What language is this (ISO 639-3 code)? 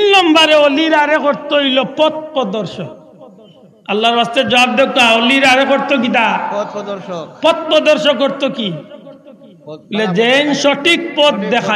syl